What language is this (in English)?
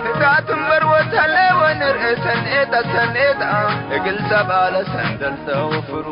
Tigre